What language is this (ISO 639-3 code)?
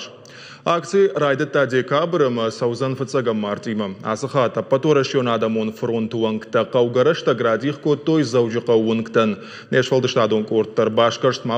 oss